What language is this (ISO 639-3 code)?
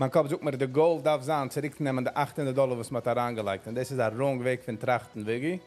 yid